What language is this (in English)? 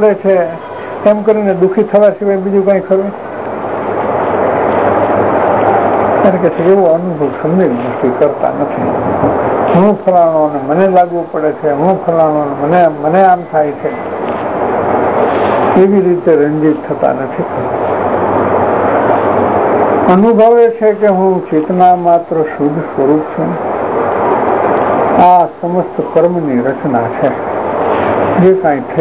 Gujarati